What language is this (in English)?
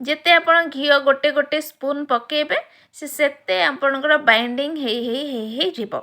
Odia